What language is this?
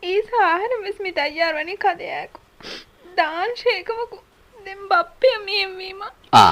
Divehi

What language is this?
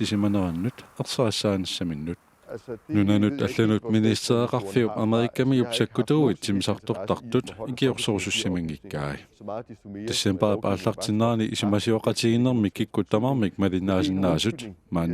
Kalaallisut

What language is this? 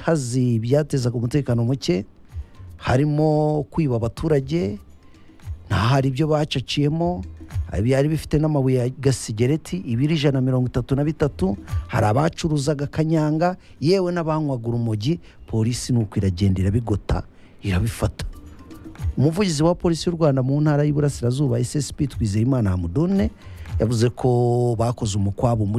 Kinyarwanda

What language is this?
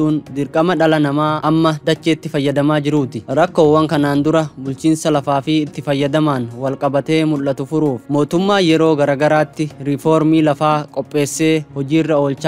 Oromo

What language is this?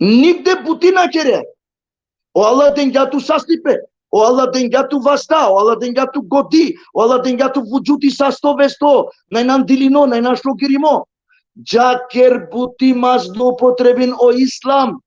Balkan Romani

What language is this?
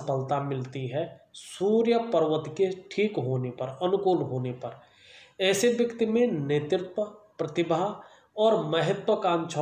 Hindi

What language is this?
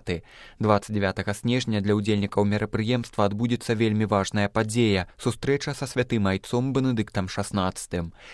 Belarusian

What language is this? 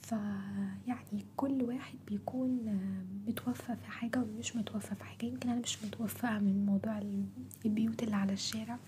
Egyptian Arabic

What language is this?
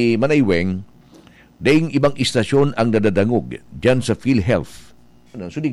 Bikol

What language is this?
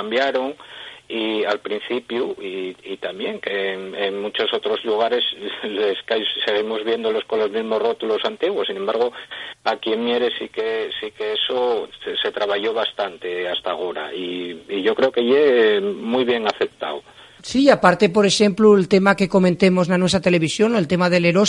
Asturian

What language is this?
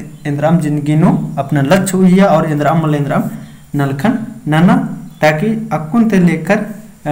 Kurukh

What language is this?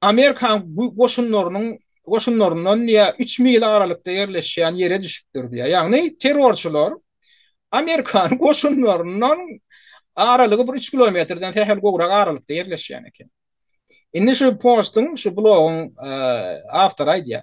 Turkmen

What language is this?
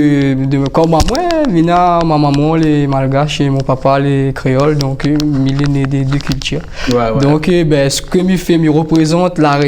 Réunion Creole French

